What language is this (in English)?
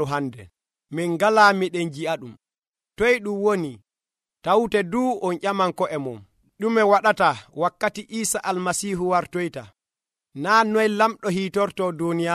Nigerian Fulfulde